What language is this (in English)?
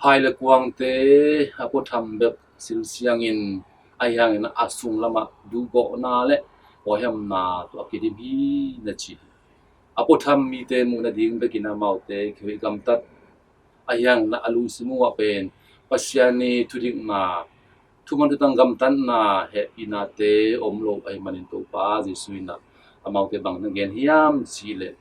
Tedim Chin